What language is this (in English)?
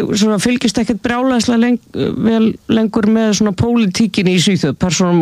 Icelandic